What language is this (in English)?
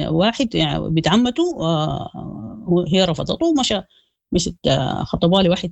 Sudanese Arabic